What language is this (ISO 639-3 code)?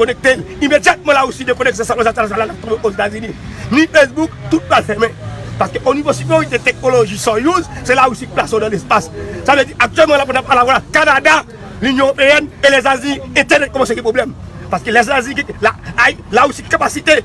hat